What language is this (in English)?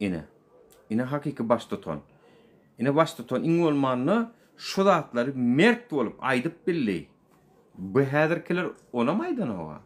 Turkmen